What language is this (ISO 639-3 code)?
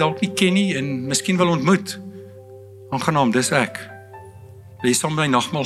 afr